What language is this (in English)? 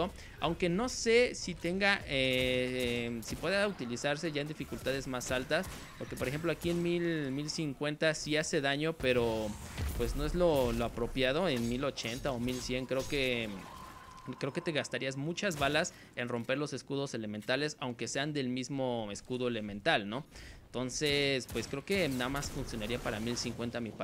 Spanish